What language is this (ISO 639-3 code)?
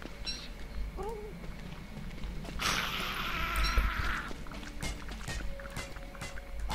fra